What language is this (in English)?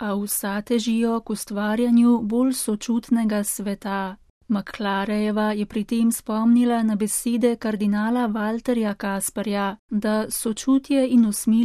Slovenian